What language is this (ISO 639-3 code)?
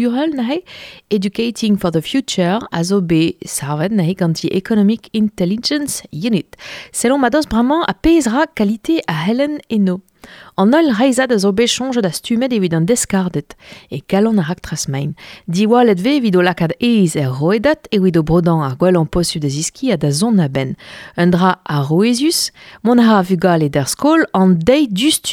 bre